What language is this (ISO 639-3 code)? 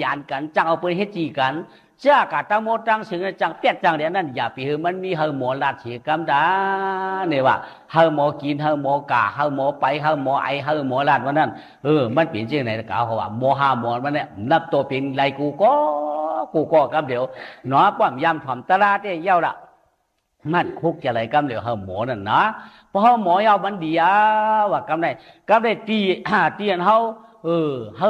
shn